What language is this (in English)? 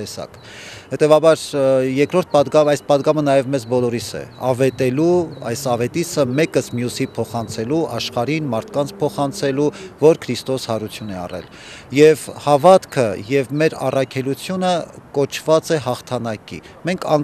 Armenian